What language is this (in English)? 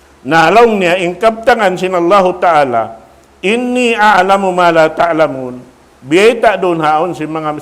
Tausug